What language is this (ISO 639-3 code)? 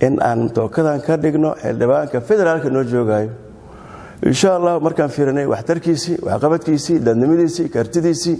som